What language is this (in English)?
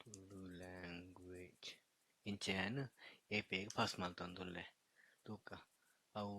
Tulu